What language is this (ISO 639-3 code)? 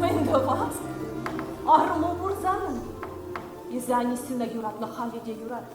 chv